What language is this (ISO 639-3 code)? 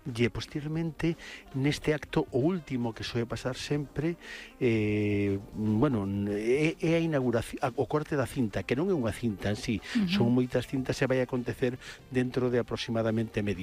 glg